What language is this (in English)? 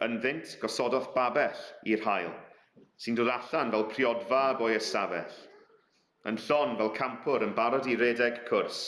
Welsh